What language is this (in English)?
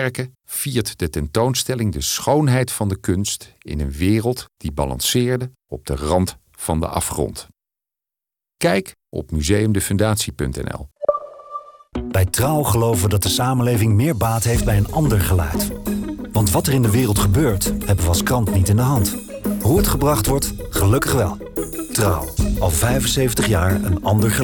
Dutch